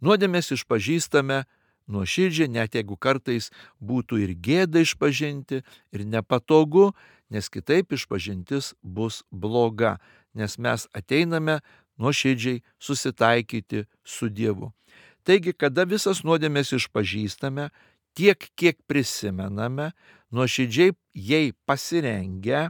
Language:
Lithuanian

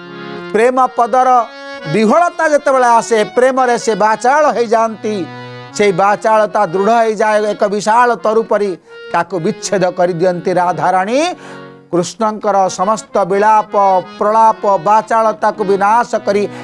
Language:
Odia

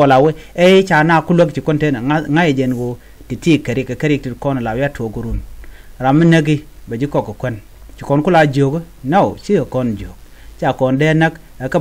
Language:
Nuer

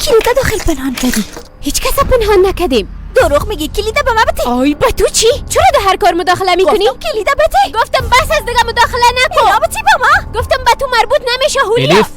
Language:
Persian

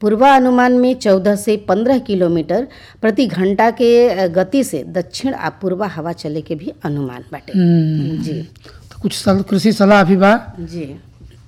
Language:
Bhojpuri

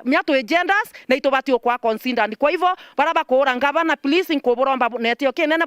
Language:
Meru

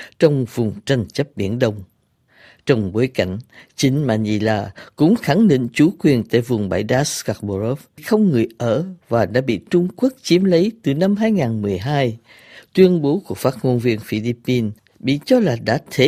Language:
Vietnamese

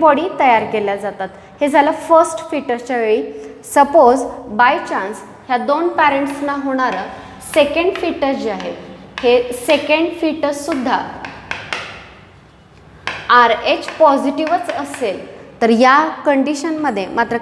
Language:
Marathi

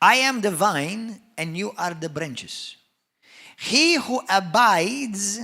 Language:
English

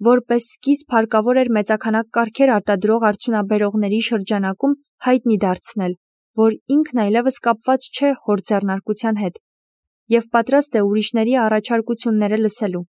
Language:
Armenian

